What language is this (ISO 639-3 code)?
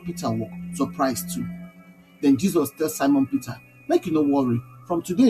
pcm